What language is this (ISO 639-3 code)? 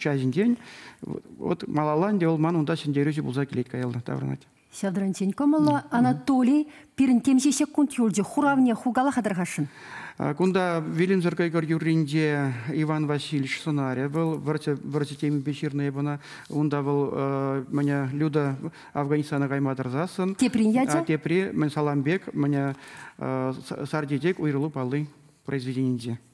chv